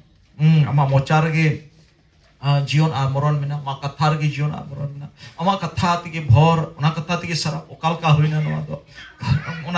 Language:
Santali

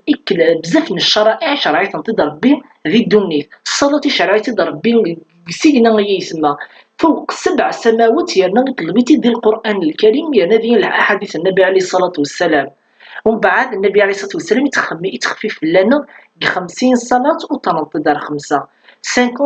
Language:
Kabyle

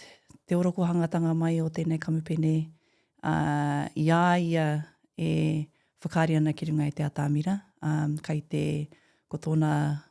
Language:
Māori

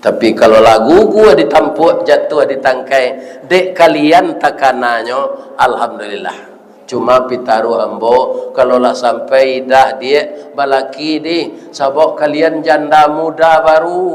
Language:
Minangkabau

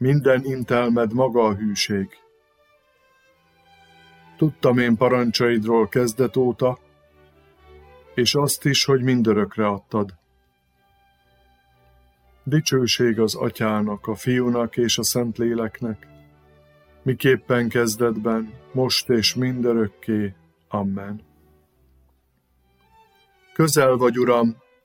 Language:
Hungarian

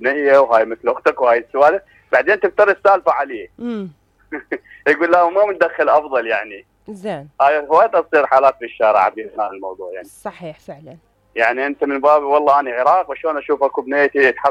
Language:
Mesopotamian Arabic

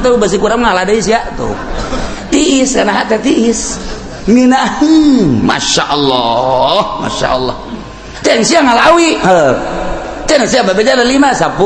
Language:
Sundanese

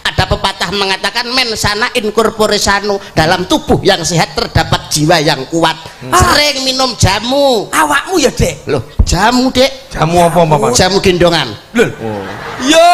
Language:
Javanese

